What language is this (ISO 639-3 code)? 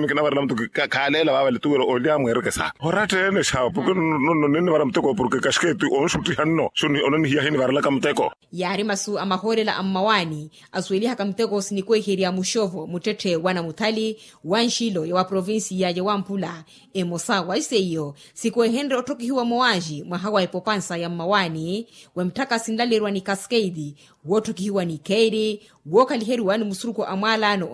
vmw